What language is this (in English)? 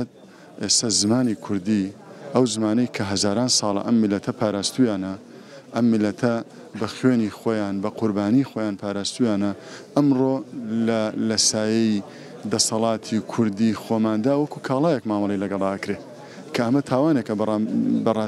Central Kurdish